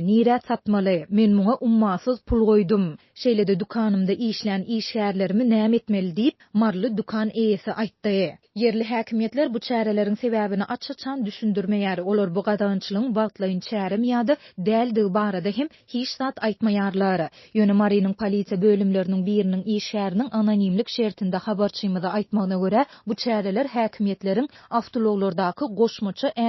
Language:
Turkmen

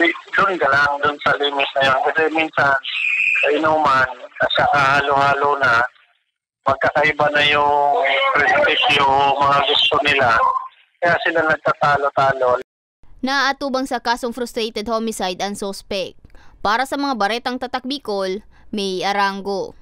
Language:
Bikol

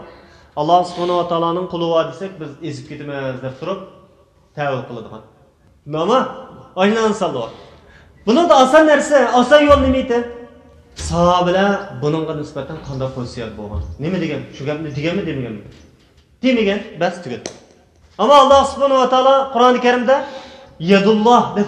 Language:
Uyghur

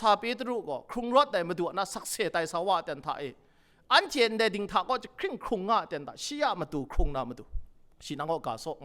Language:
Kachin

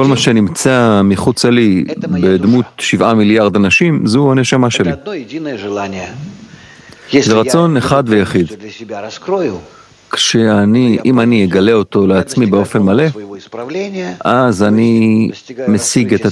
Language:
Hebrew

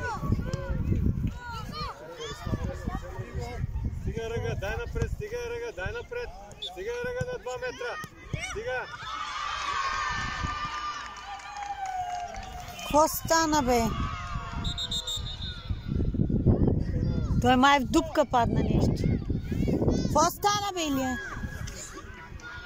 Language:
Bulgarian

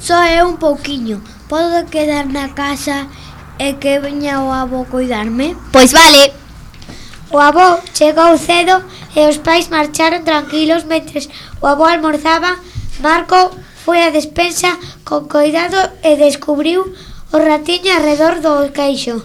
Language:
Galician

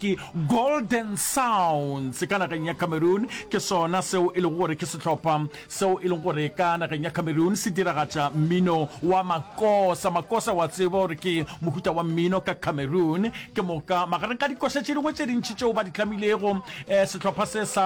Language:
Northern Sotho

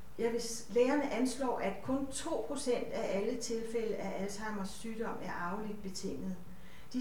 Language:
Danish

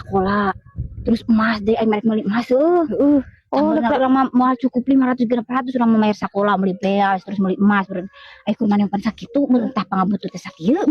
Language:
Sundanese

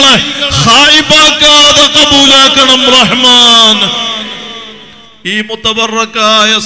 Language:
Malayalam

